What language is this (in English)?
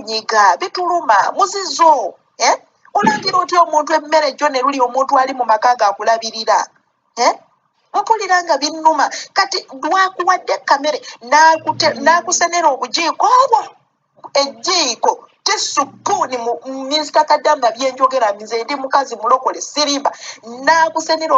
Ganda